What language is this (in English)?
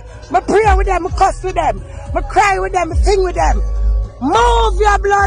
Jamaican Creole English